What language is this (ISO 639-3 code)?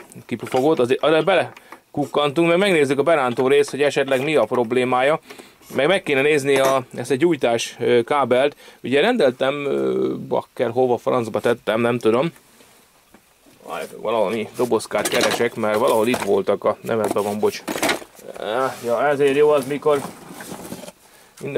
hun